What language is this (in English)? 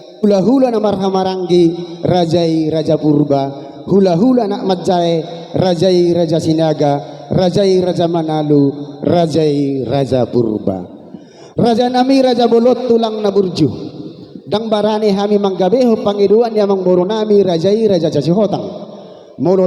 Batak Toba